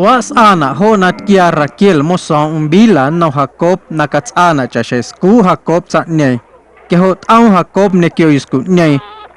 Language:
Guerrero Amuzgo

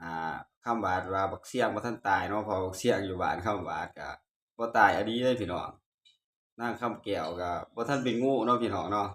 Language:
Northeastern Thai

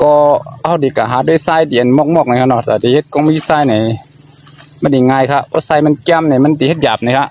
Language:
Shan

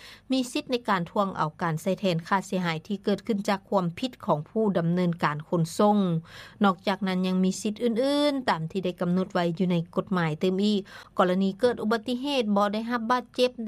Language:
Lao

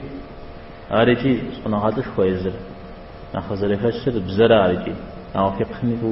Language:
Kabardian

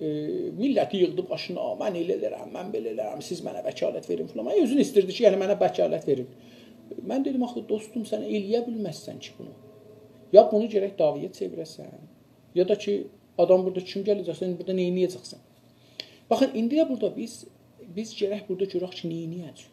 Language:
South Azerbaijani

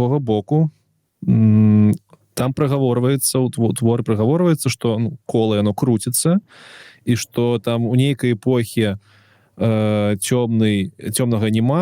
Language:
Belarusian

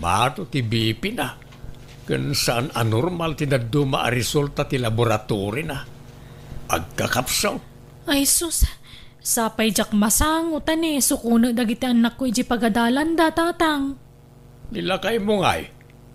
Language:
Iloko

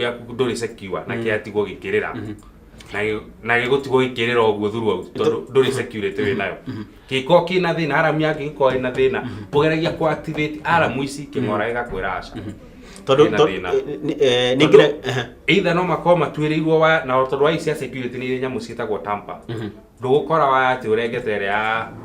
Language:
Kikuyu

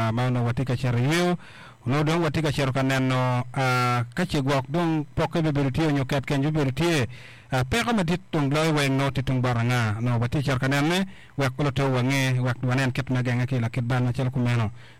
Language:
Acoli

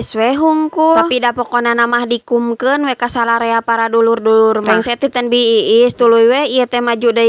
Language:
Sundanese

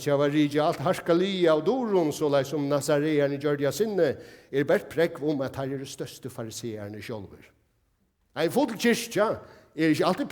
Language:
Faroese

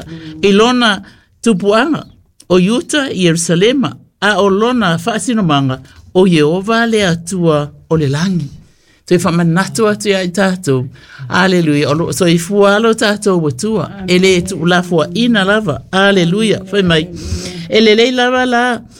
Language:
Samoan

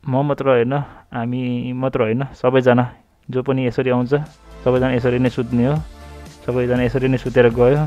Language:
Nepali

